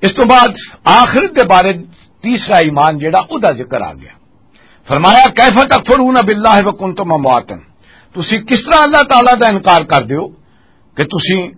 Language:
Western Panjabi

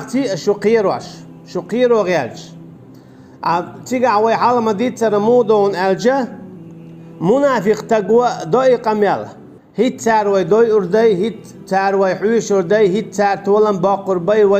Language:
Chechen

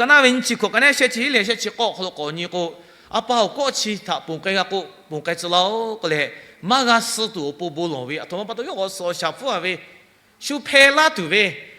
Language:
Lahu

